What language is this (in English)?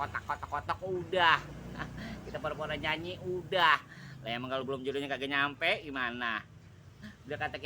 Betawi